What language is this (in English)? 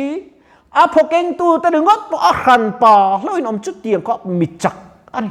Mizo